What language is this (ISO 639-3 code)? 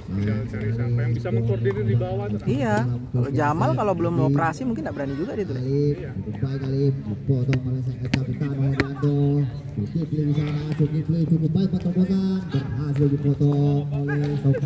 ind